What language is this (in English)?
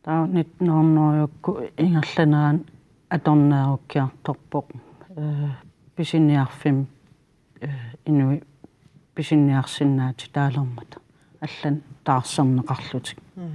Kalaallisut